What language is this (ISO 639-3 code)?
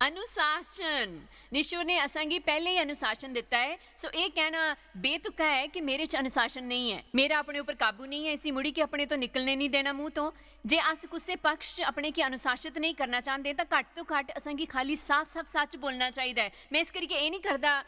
doi